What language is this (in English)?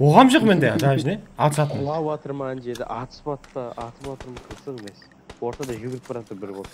Kara-Kalpak